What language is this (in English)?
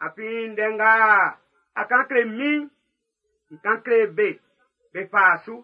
Baoulé